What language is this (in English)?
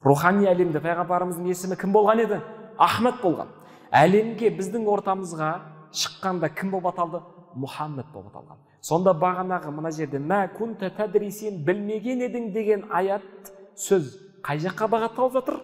Kazakh